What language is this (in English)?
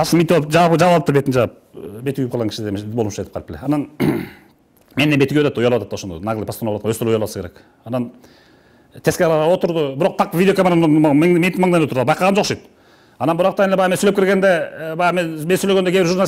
Kyrgyz